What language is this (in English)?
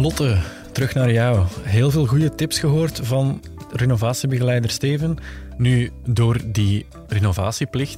Dutch